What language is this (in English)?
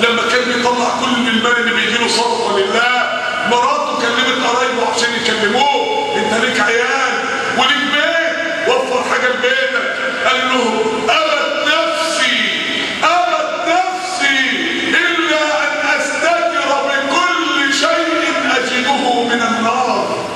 Egyptian Arabic